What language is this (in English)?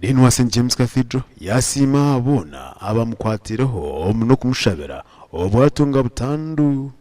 Nyankole